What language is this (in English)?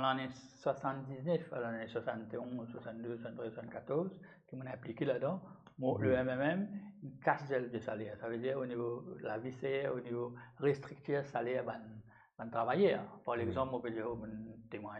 Morisyen